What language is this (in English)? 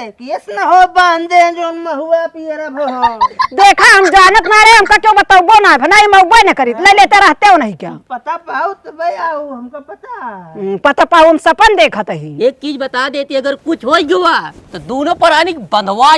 Awadhi